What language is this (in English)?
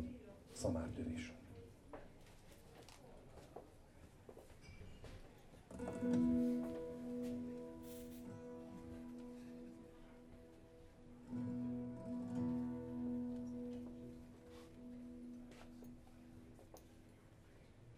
Hungarian